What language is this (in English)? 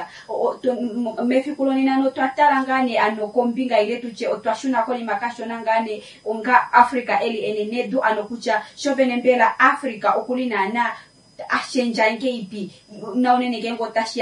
Kuanyama